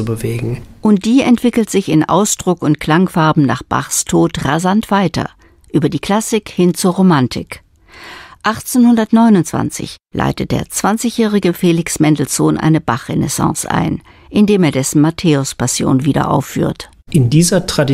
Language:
German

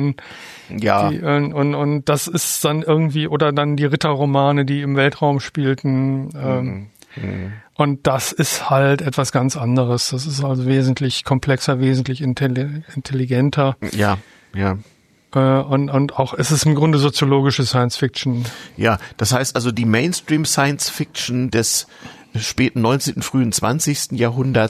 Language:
German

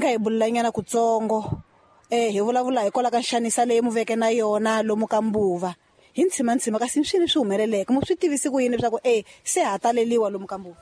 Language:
Tsonga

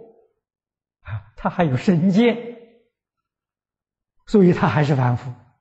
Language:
Chinese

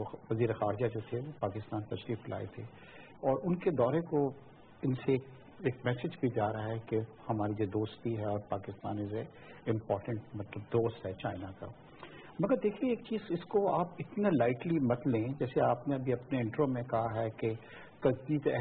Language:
Urdu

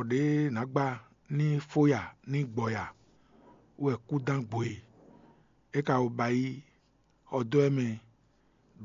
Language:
Fon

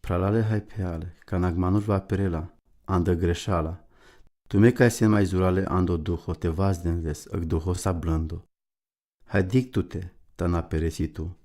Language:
Romany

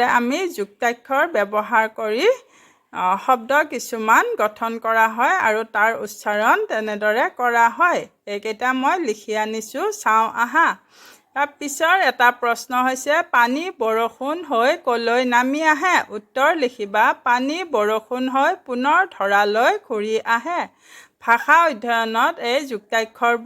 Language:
Assamese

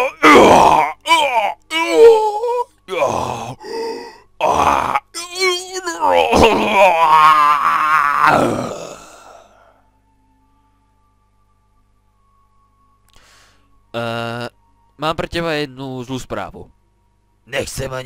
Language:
Slovak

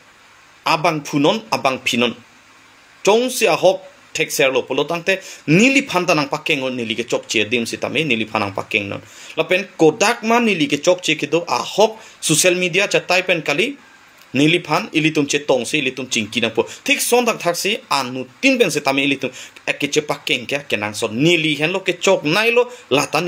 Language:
Karbi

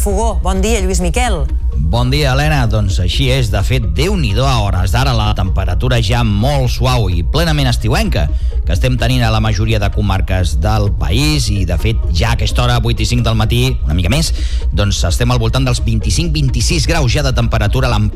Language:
Catalan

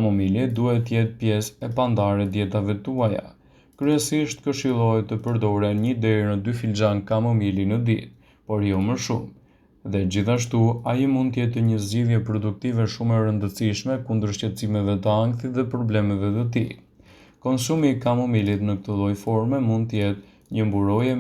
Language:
Albanian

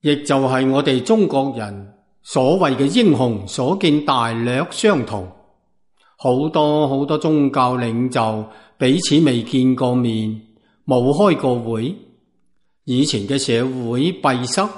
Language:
Cantonese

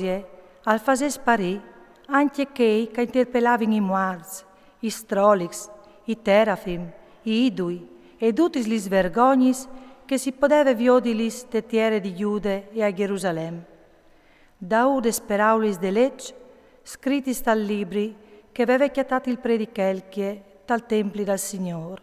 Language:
Friulian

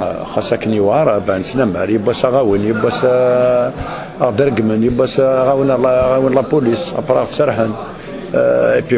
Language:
Kabyle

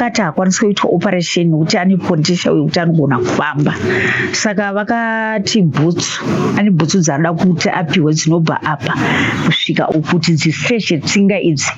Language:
Shona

